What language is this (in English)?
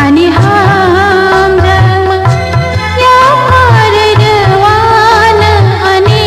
Kok Borok